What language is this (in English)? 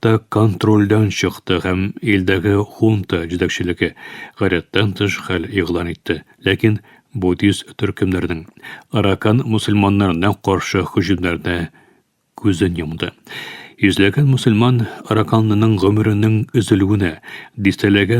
Tatar